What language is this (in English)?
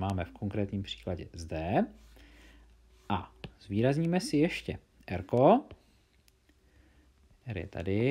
Czech